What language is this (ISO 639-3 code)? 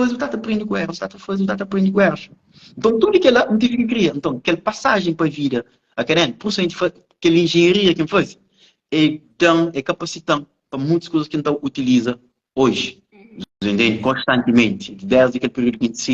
kea